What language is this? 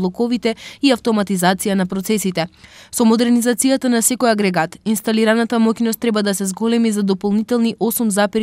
Macedonian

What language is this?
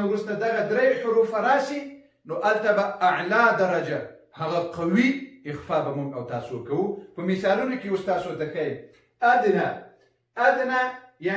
Pashto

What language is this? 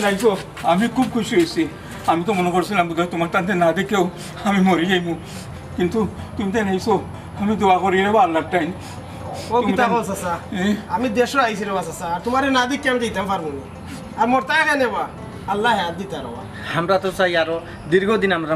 Sylheti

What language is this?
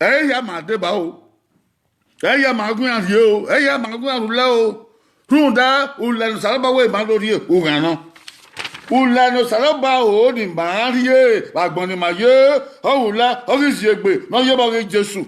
Bini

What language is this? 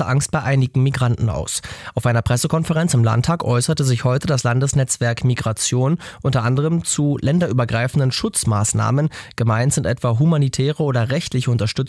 German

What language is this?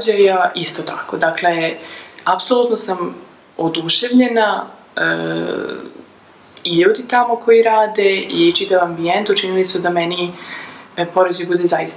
Serbian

